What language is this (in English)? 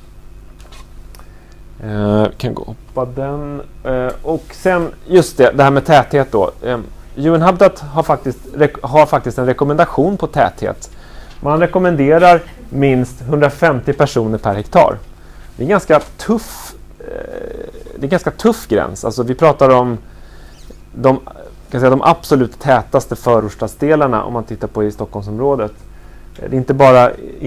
Swedish